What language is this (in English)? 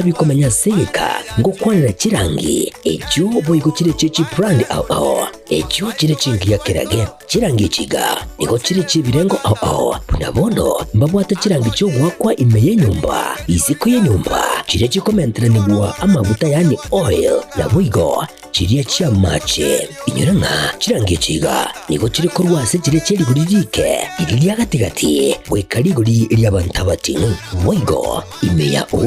Gusii